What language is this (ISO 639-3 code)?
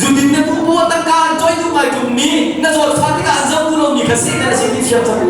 cnh